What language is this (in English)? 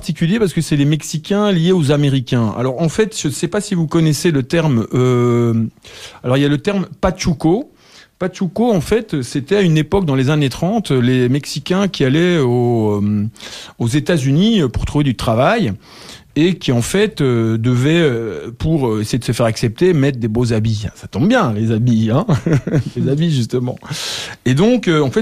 French